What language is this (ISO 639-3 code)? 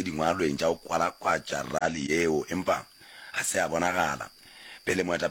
nso